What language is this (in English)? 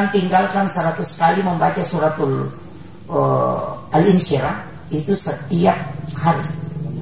Buginese